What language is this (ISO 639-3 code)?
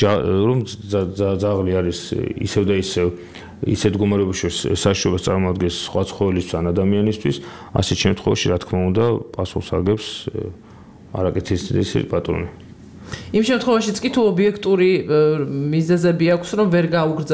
kat